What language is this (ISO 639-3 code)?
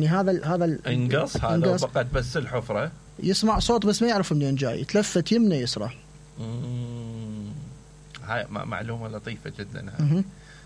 acm